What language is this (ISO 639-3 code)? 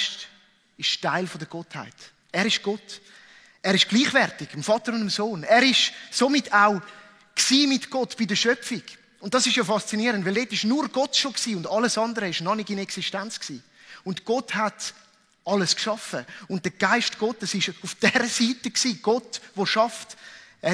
gsw